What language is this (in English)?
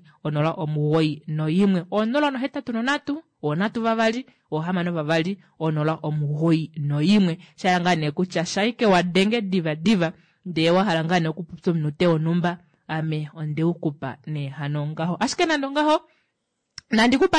Kuanyama